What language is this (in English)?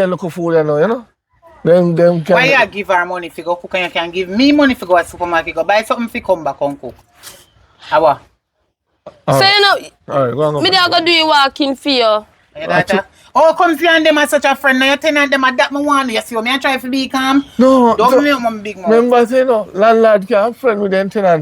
Jamaican Creole English